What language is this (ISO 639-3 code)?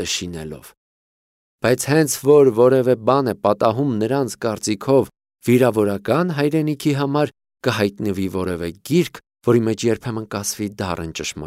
hye